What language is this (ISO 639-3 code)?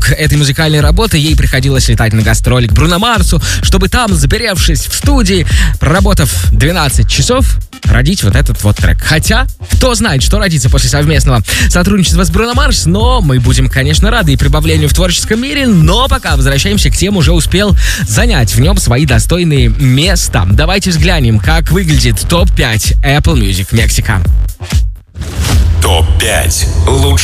rus